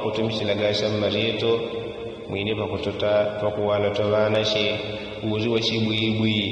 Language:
Yao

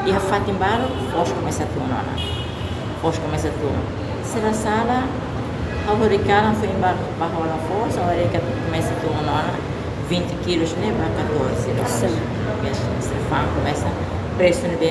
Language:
Tetum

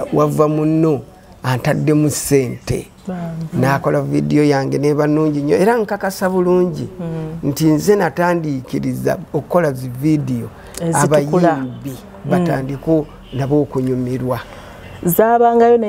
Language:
Ganda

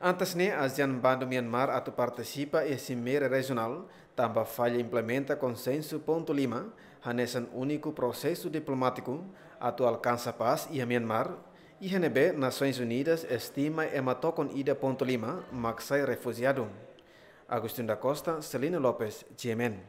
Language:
Tetum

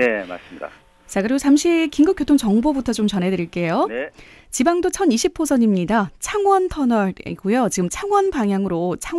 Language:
Korean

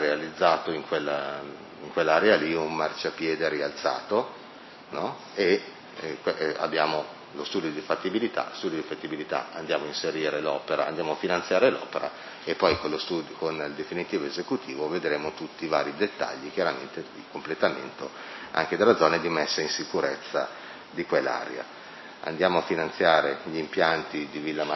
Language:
Italian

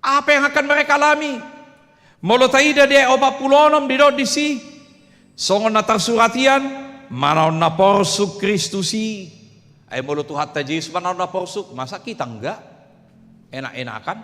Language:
Batak Toba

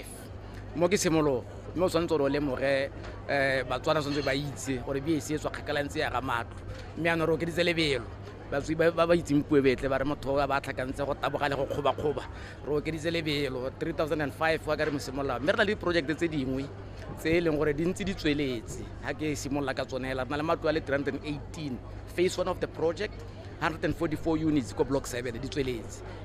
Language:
Tswana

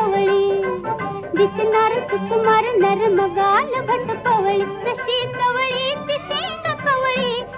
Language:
Marathi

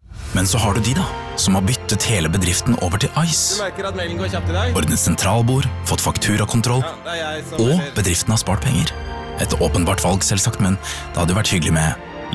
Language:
Norwegian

